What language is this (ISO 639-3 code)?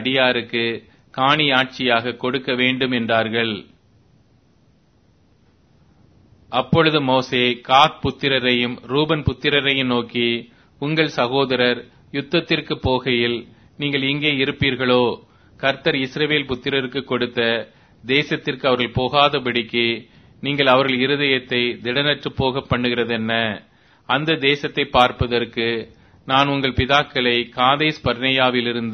tam